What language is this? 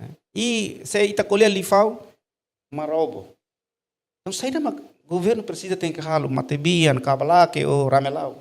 Tetum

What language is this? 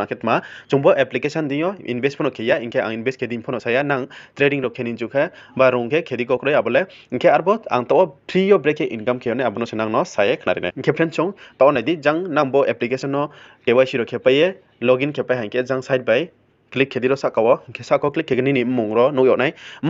Riang (India)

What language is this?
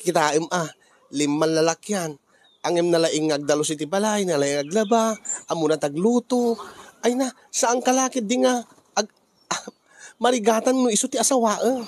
Iloko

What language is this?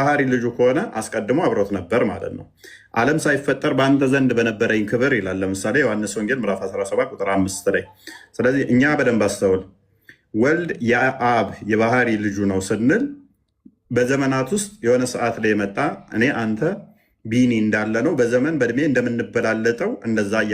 Amharic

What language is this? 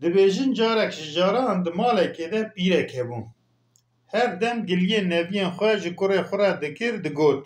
Kurdish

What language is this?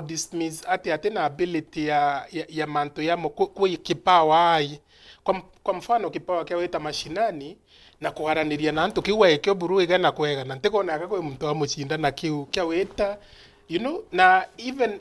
Meru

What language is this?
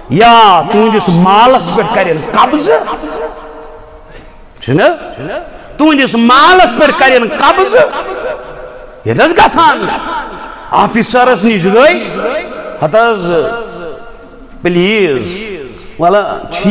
Kashmiri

